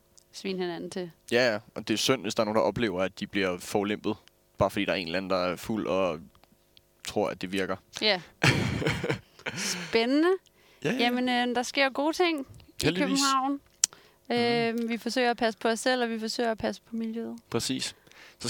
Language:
Danish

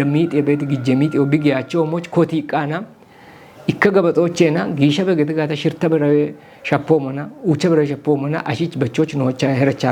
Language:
Kafa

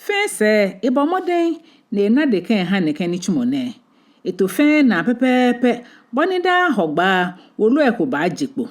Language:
Ga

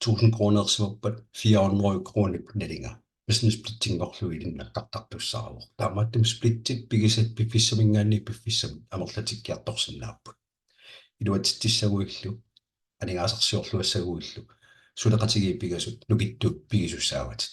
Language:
Kalaallisut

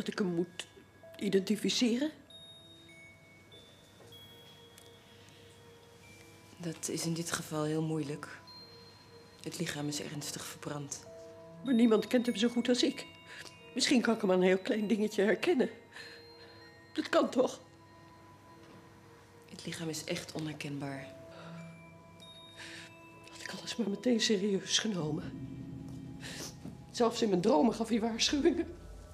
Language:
Dutch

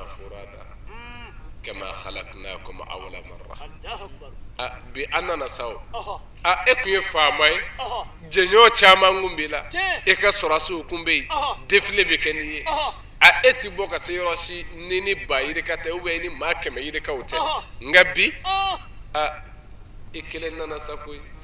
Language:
Bambara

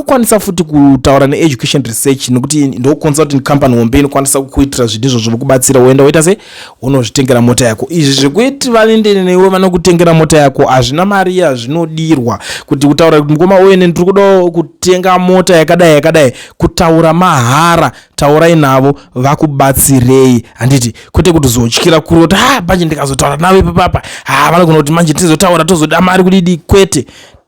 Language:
Shona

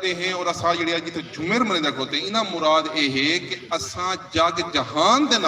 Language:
Saraiki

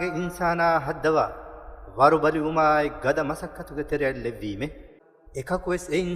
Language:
Divehi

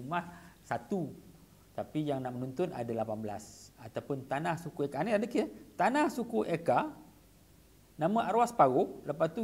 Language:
Malay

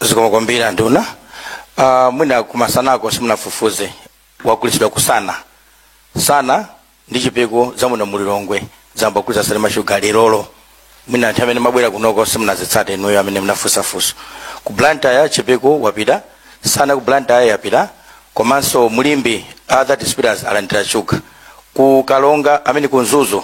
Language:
Nyanja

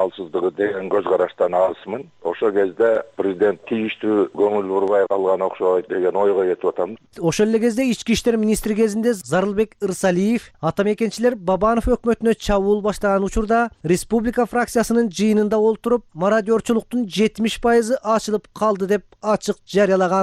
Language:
Kyrgyz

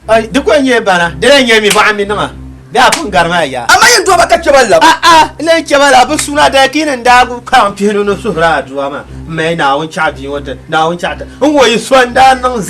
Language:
Dagbani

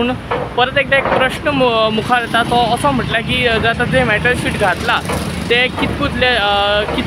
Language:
Konkani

